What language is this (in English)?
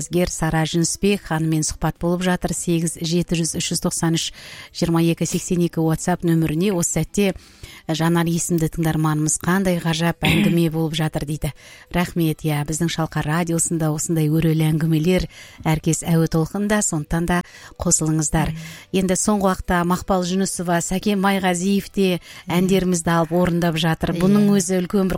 Kazakh